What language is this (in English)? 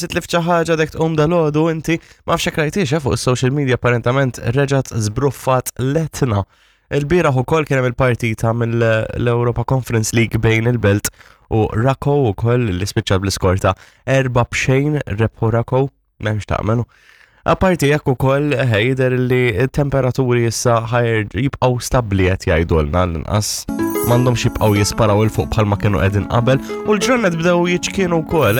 Maltese